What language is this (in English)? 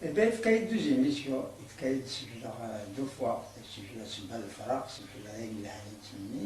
Kabyle